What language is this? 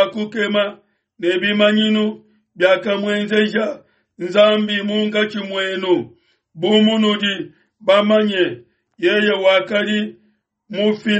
Luba-Lulua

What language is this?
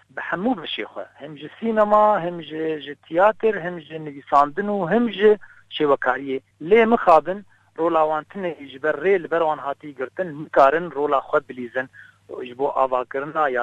Kurdish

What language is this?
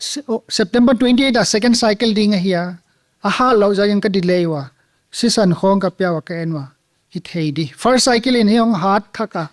Paite Chin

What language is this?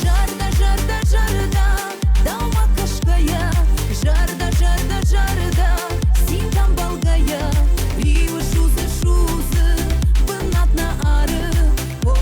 Ossetic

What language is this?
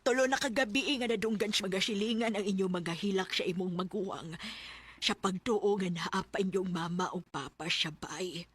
Cebuano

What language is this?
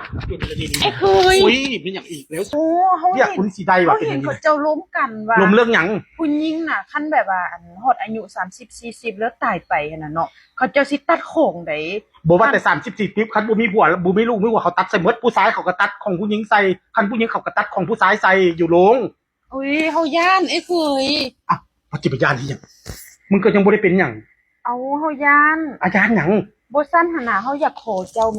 Northeastern Thai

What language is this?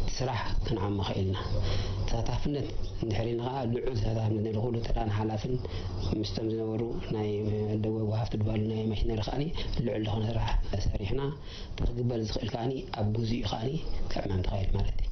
Tigrinya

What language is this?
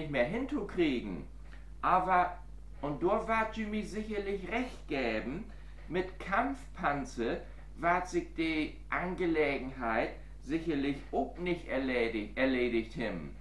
Low German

